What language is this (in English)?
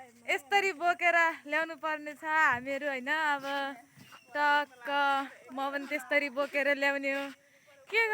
Nepali